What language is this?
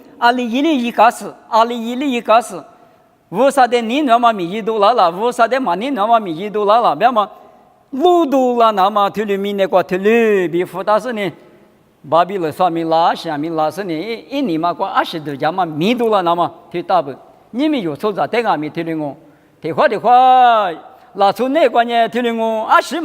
Lisu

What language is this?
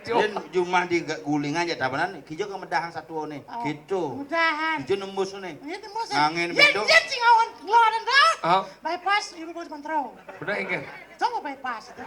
Balinese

